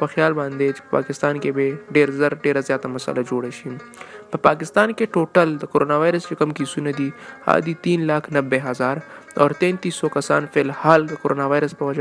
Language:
Pashto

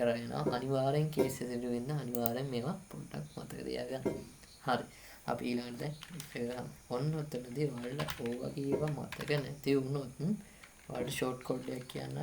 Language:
Sinhala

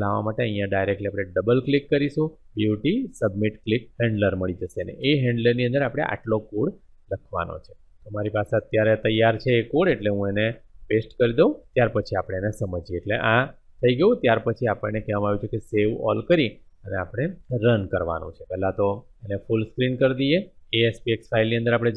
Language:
Gujarati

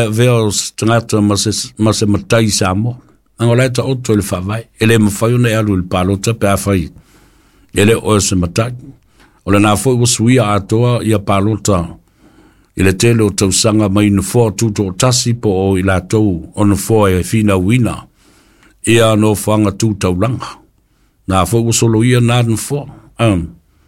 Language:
Samoan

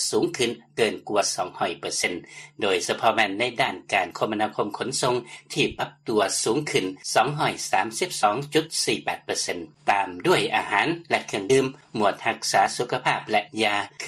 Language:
Lao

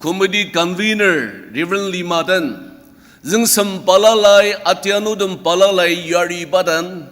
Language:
Ao Naga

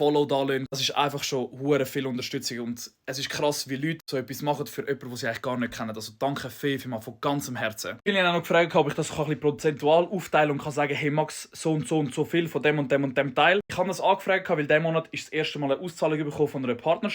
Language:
Swiss German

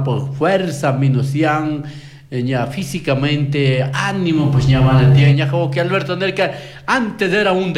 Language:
Chimborazo Highland Quichua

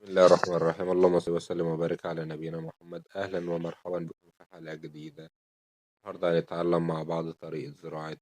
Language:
Egyptian Arabic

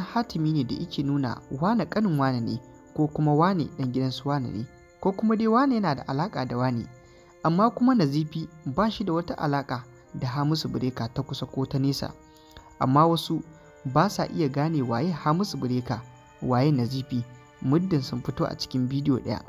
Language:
Hausa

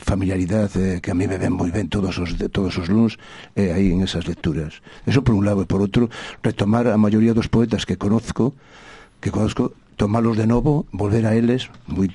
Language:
Galician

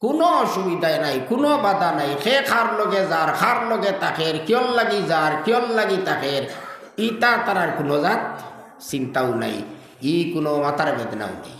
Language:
Sylheti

